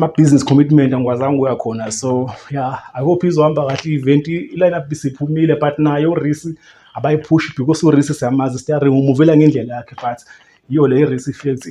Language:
Zulu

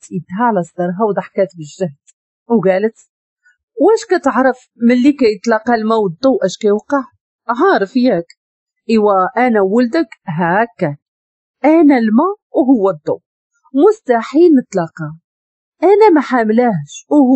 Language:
Moroccan Arabic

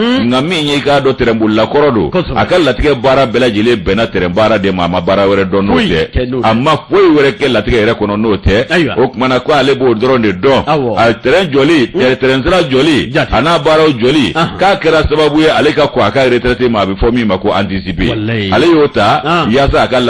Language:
Bambara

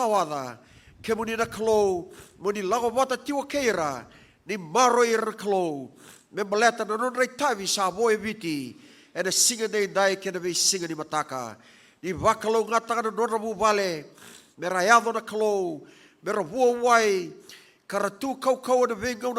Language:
Fijian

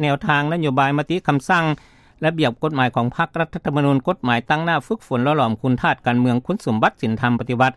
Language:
Lao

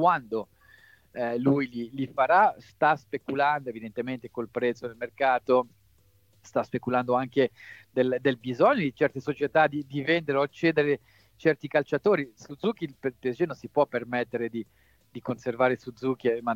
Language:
Italian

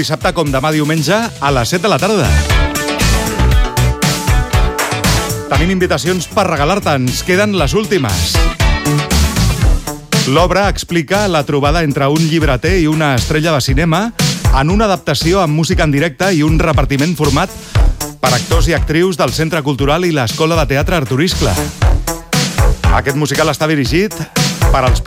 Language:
Catalan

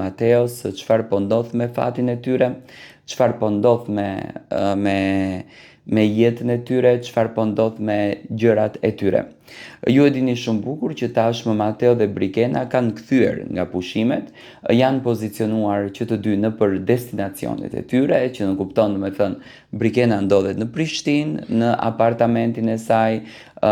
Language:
Albanian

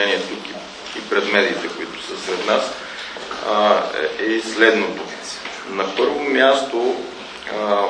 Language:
Bulgarian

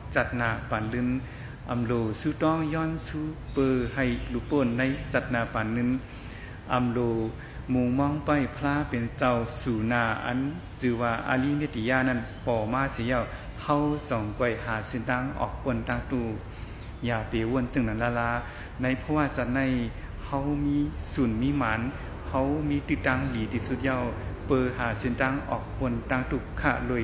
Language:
Shan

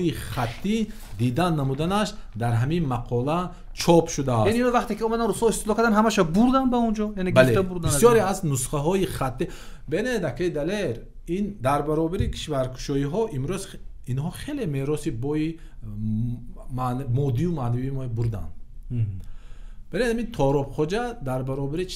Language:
Tajik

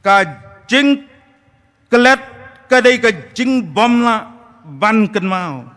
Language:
Khasi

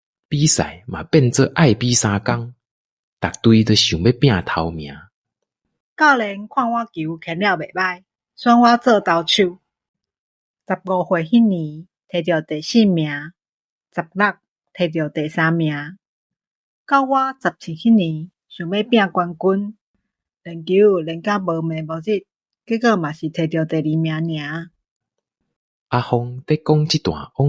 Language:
Min Nan Chinese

